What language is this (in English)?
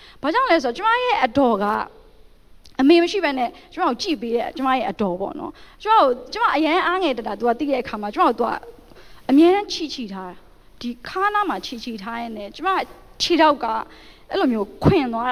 Burmese